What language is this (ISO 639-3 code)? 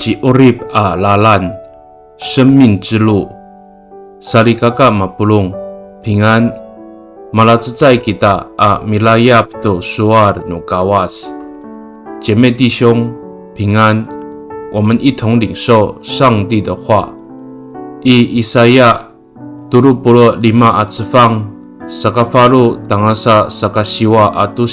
ami